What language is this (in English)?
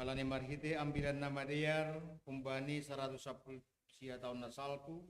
Batak Simalungun